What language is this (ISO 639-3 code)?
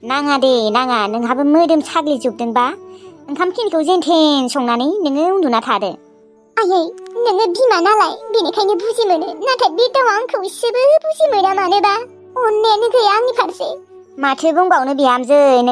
brx